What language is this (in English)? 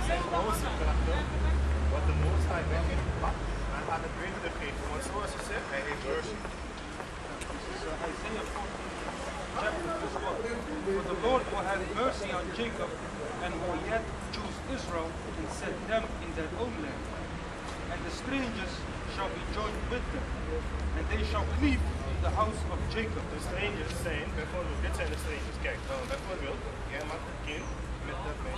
Dutch